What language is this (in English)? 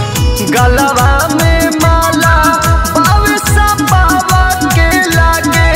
Bhojpuri